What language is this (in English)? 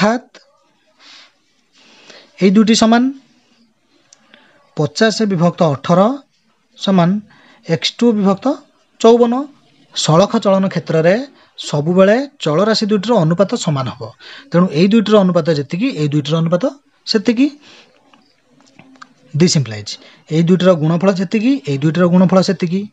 Odia